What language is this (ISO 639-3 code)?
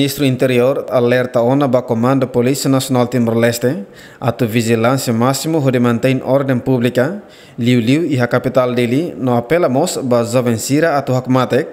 tet